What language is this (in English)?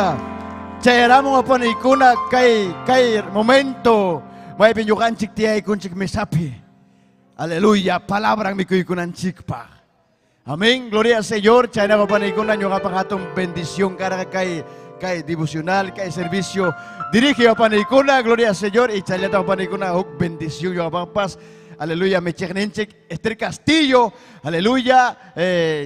Ayacucho Quechua